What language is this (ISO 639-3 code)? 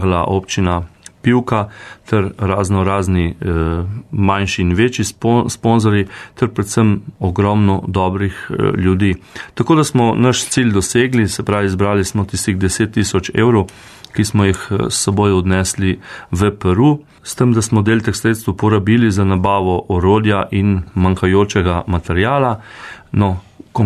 slv